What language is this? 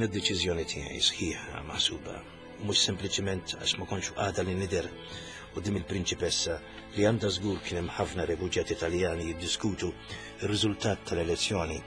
Maltese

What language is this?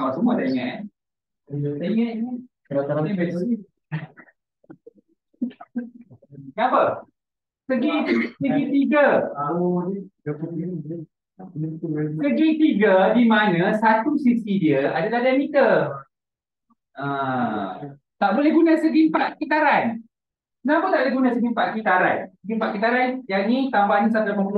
Malay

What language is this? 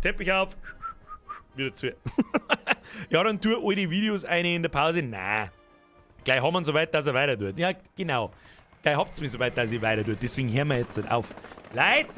Bavarian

